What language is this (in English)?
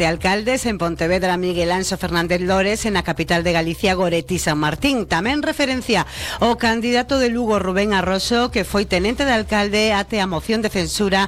Galician